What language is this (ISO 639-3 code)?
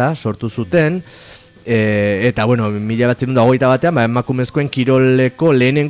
eus